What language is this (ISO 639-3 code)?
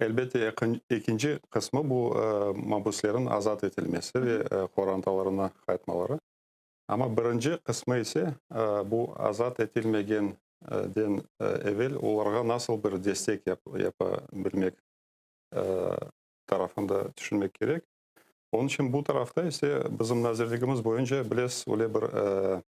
crh